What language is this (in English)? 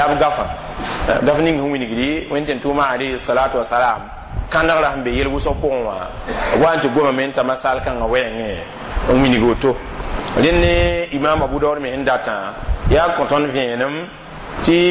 Mossi